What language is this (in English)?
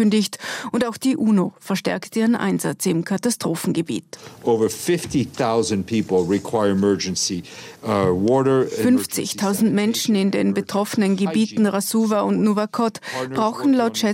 German